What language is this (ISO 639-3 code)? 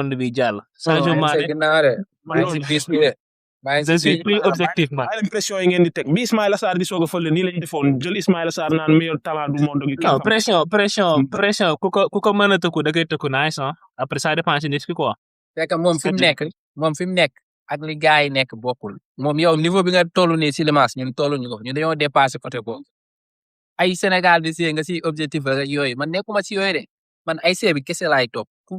wol